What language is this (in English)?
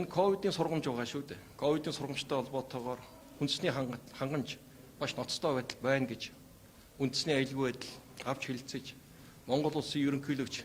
Mongolian